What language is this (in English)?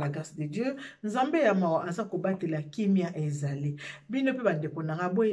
Lingala